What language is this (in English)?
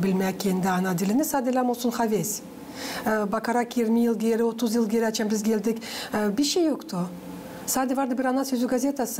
Gagauz